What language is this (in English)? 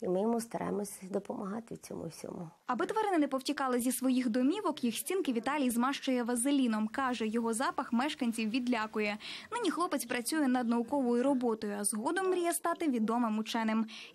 Ukrainian